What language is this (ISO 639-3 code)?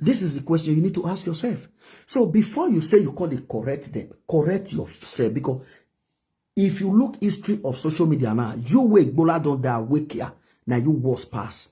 pcm